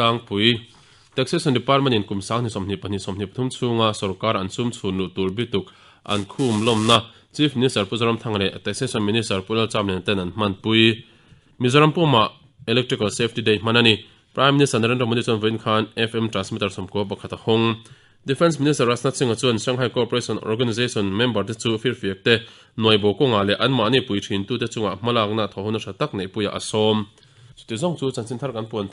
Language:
Mizo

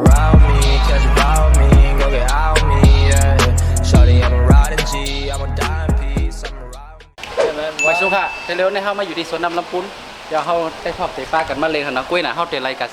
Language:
Shan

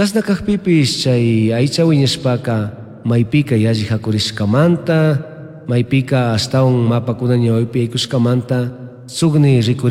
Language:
Chimborazo Highland Quichua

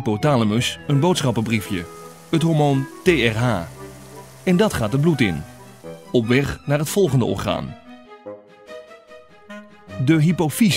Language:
Dutch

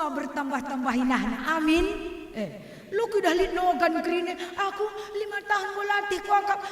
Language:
Batak Karo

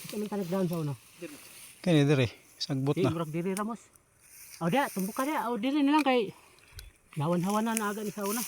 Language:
Cebuano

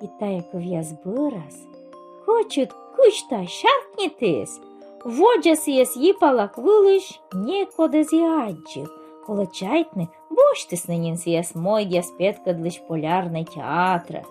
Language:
Komi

